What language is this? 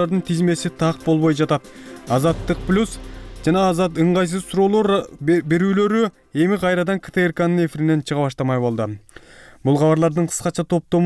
Kyrgyz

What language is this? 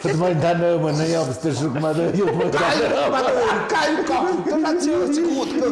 Tlahuitoltepec Mixe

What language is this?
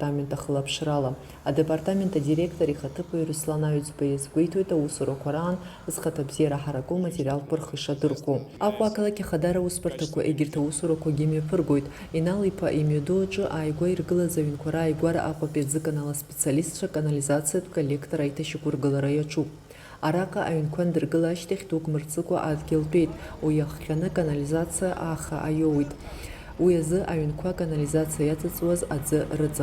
Abkhazian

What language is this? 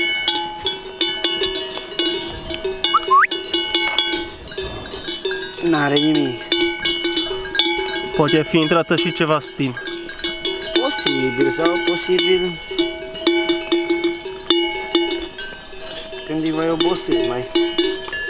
Romanian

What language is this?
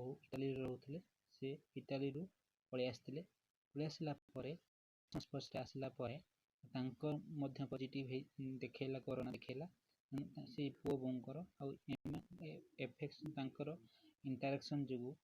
Odia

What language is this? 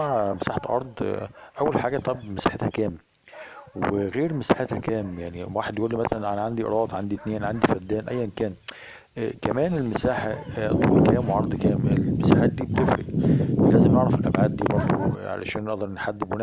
Egyptian Arabic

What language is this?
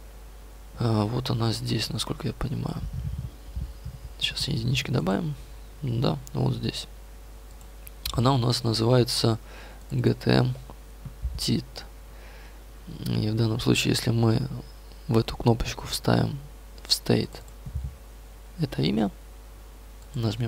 Russian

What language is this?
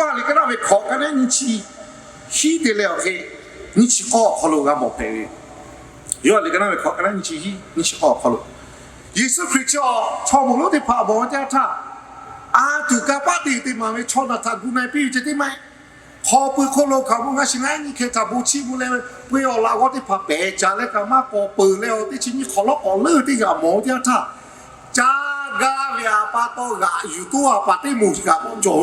Lahu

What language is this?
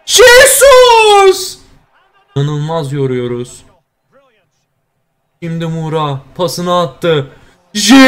Turkish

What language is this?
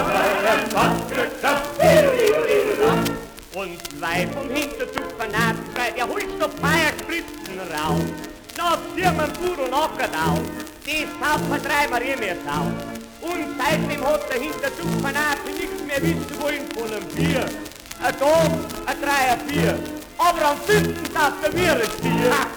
German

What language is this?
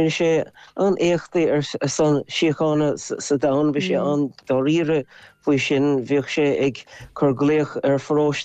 Irish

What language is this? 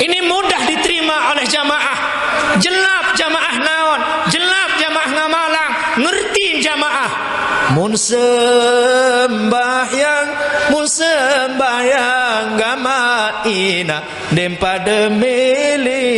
Sasak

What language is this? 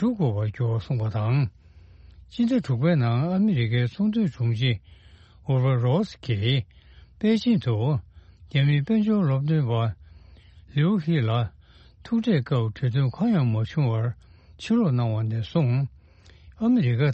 Tibetan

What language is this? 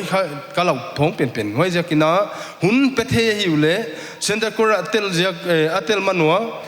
Paite Chin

